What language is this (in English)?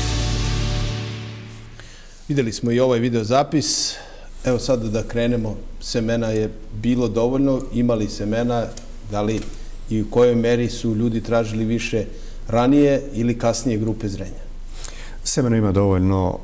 Serbian